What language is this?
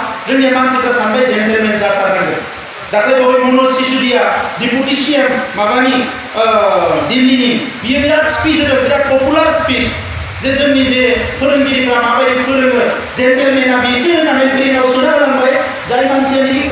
Bodo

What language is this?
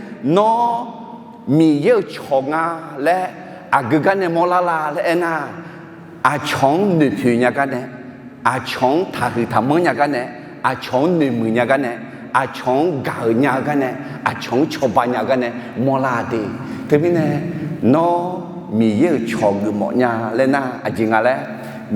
Akha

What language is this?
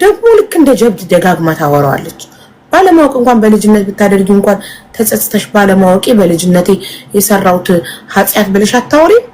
Amharic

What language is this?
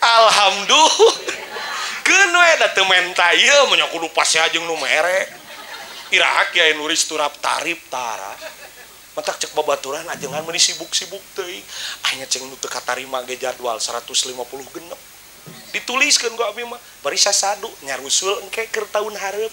Sundanese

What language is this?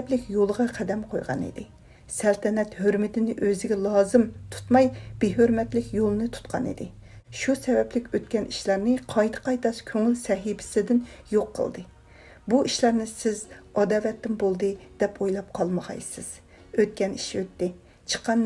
Uyghur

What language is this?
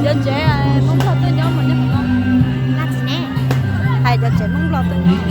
Hmong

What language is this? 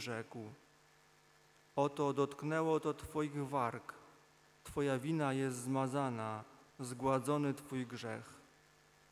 Polish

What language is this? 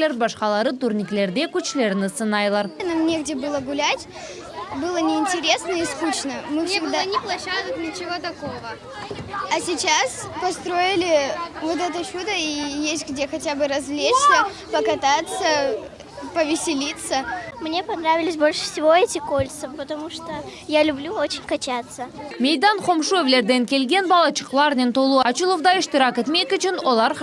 Crimean Tatar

